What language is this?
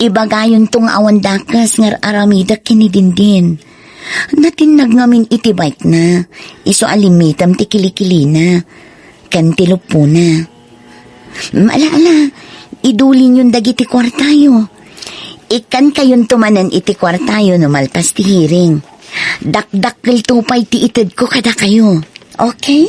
Iloko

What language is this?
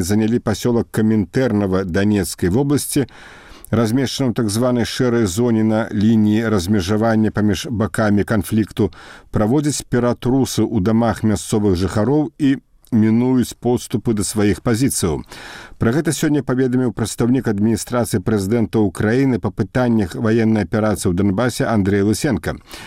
Belarusian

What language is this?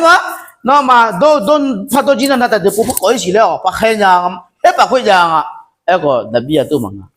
Akha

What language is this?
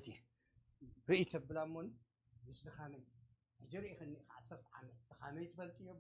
Tigrinya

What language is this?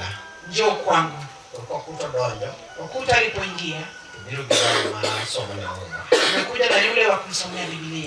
Luo (Kenya and Tanzania)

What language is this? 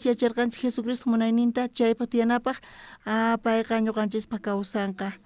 South Bolivian Quechua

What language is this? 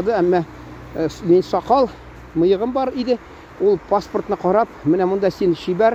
Tatar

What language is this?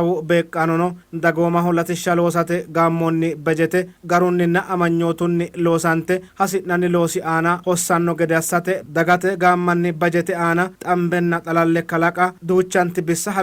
Sidamo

